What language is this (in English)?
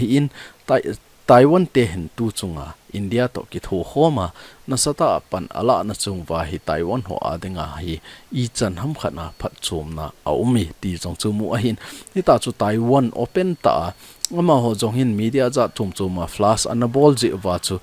Thado Chin